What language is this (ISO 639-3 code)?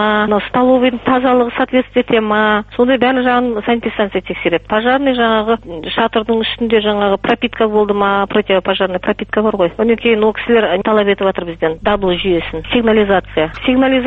kaz